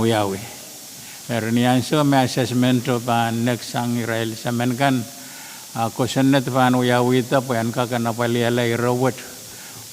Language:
Pohnpeian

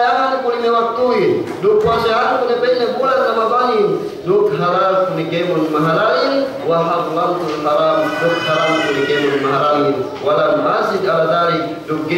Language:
Yakan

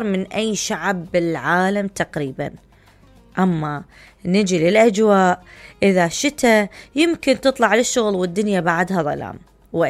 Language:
Mesopotamian Arabic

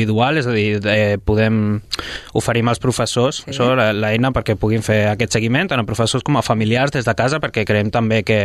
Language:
Catalan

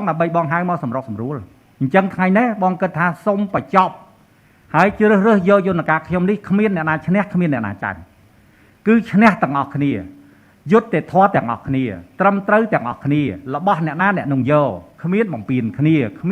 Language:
Khmer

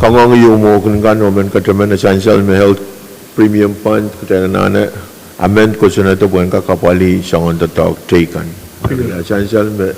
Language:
Pohnpeian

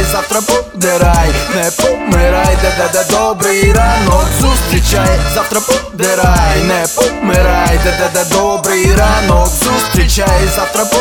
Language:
Ukrainian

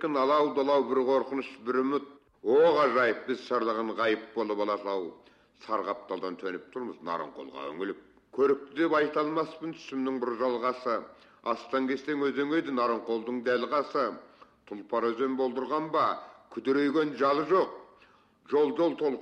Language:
Kazakh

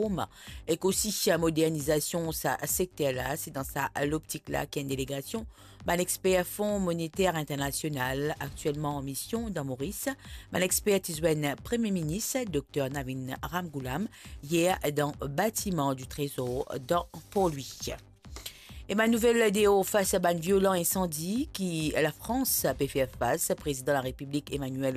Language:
Morisyen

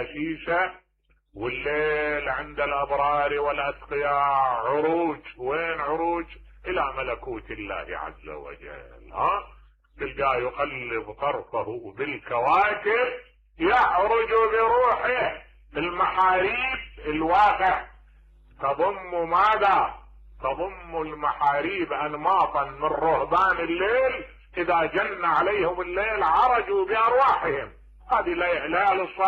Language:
Mesopotamian Arabic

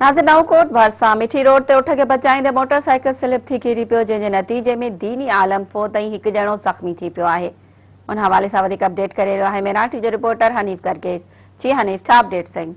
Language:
Sindhi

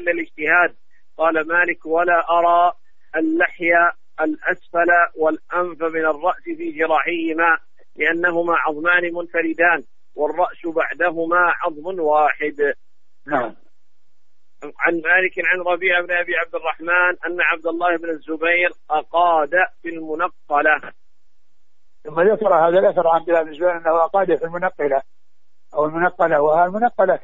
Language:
Arabic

